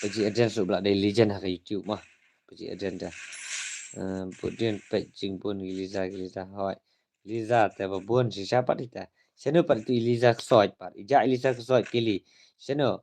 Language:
Khasi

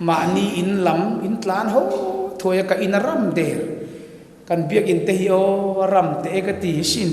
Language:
Mizo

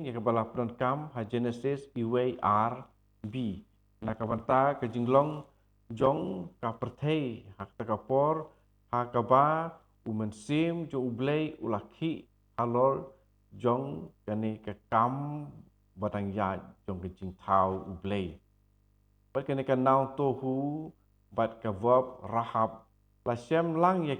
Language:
Khasi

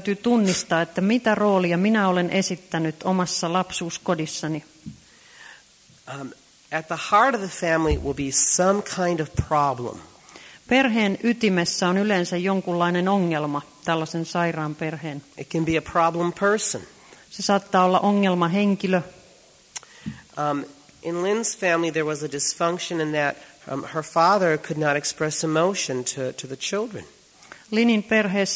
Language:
Finnish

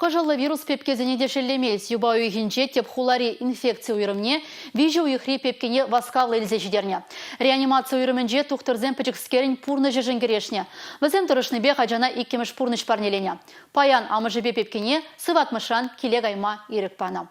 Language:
Chuvash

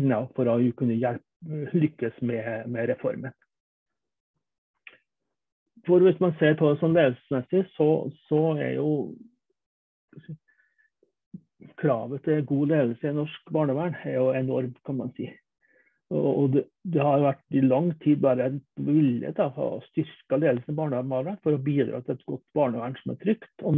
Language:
Norwegian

